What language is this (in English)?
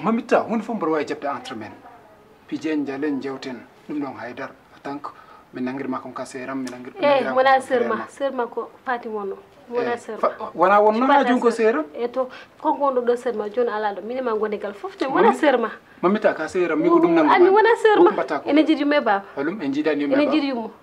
Fula